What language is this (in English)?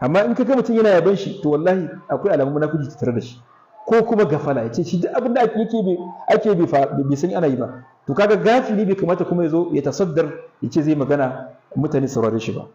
Hausa